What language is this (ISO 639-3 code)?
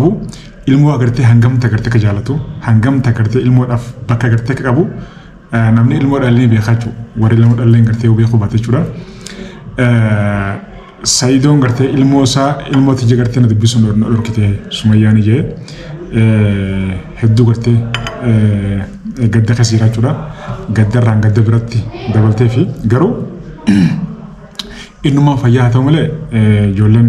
orm